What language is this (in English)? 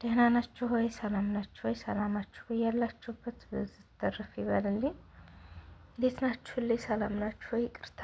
Amharic